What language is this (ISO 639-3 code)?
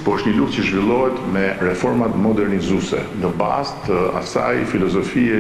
sqi